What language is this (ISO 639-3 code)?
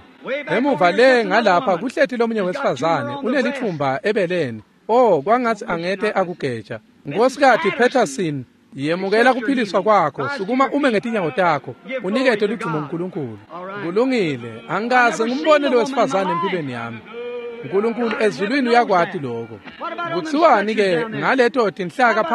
ssw